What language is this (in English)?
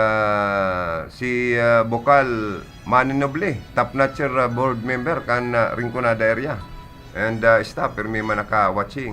Bikol